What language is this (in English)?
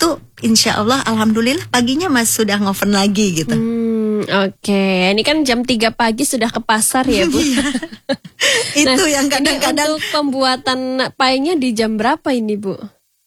Indonesian